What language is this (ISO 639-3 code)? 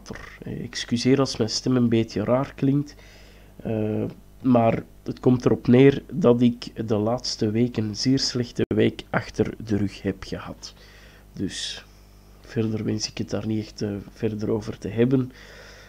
nld